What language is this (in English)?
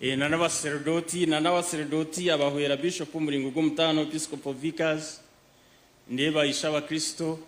Nyankole